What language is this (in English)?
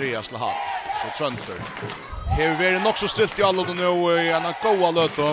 Faroese